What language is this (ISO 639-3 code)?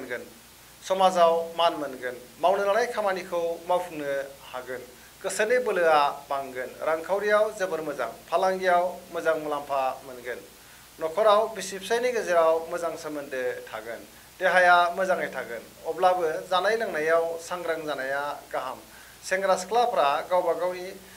brx